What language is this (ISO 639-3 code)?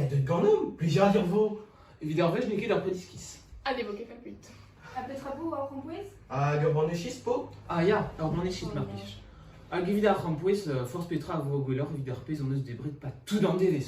bre